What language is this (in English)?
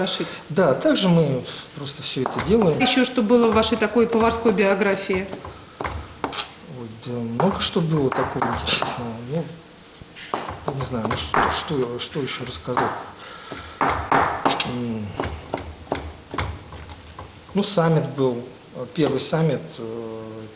Russian